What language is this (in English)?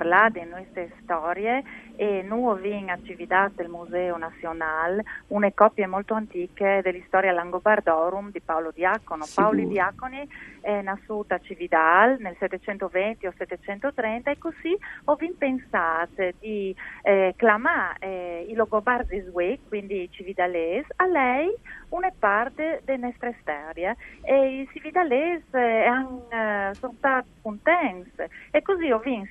Friulian